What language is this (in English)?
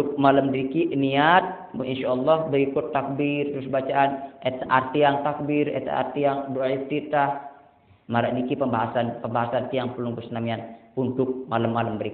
Sasak